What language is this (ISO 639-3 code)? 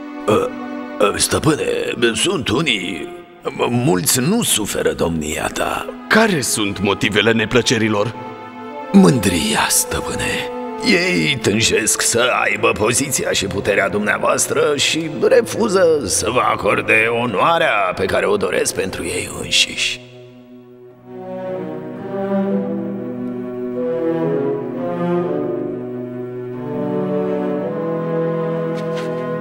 ron